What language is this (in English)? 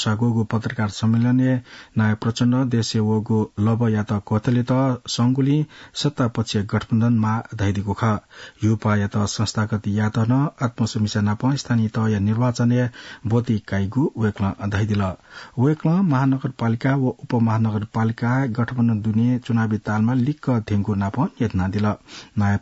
Newari